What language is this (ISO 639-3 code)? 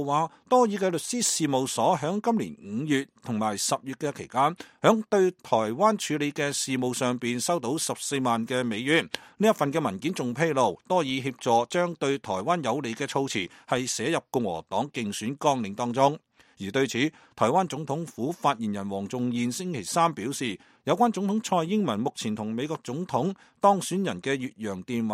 yue